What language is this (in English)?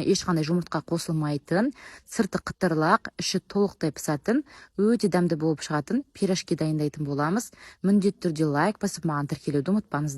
Kazakh